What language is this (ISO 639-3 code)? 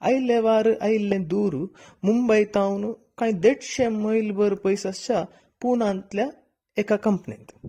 kok